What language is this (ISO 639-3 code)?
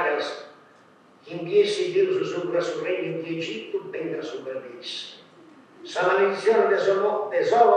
srd